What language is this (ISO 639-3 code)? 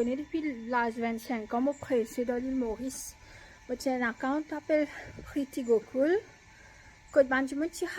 mfe